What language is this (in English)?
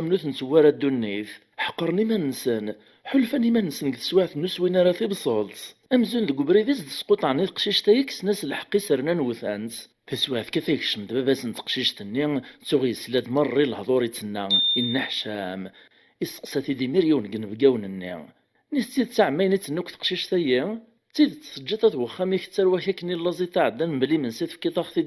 Kabyle